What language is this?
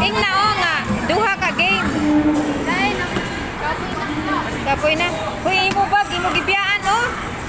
Cebuano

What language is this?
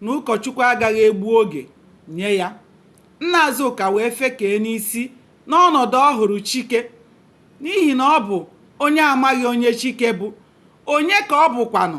Igbo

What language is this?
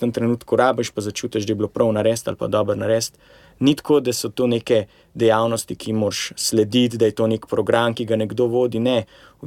Slovenian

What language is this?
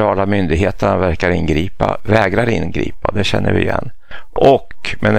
Swedish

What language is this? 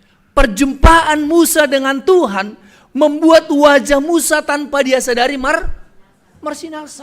Batak Simalungun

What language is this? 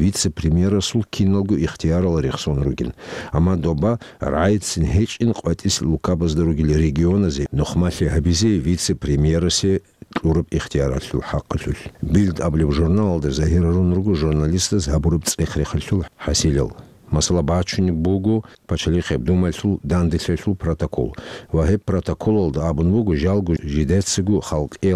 Avaric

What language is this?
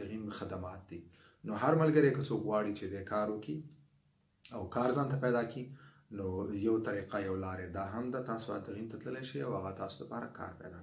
Pashto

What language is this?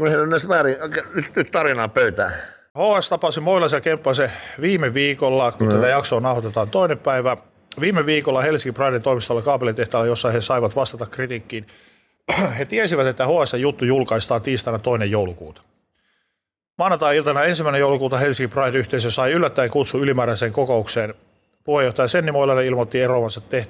Finnish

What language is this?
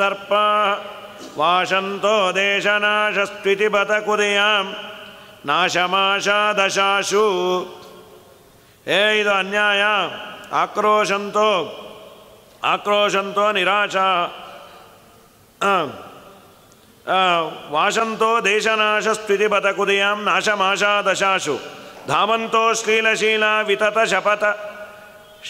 Kannada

